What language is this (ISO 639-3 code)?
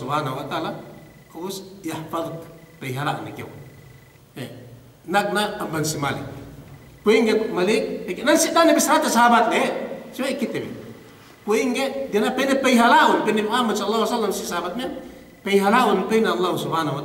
yka